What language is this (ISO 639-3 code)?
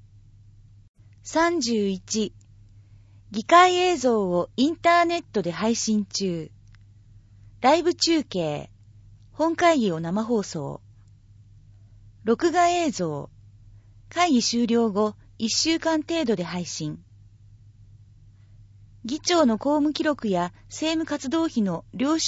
jpn